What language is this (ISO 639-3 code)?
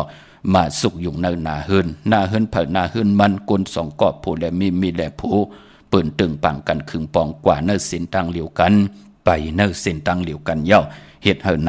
shn